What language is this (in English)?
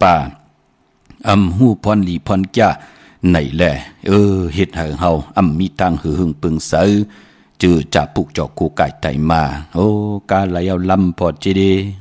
Shan